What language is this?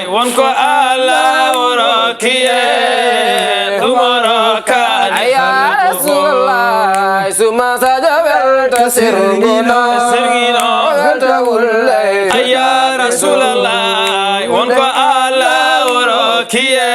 Fula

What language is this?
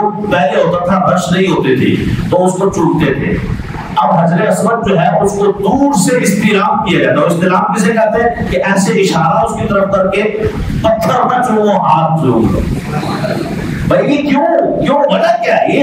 Urdu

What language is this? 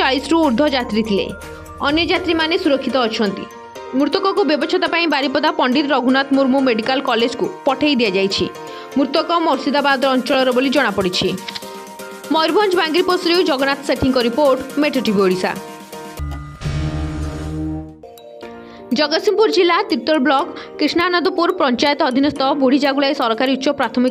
Odia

